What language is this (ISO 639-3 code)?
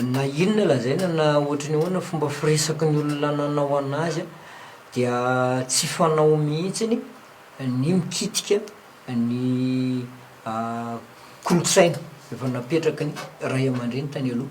mlg